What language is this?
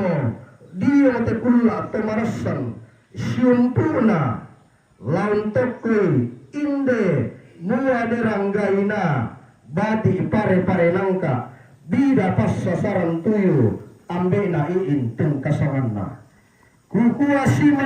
Toraja-Sa'dan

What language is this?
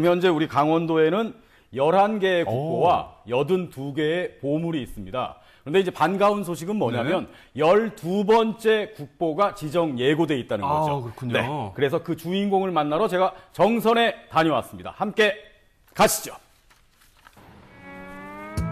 Korean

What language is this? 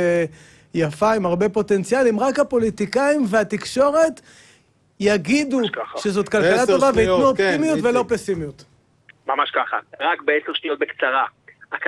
Hebrew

